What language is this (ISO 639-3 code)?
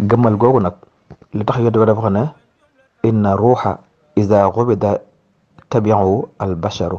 wol